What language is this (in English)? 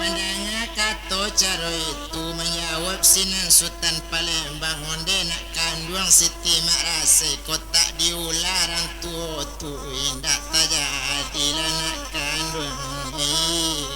Minangkabau